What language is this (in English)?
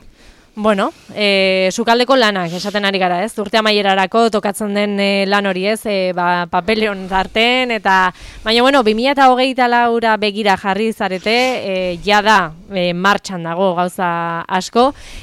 Basque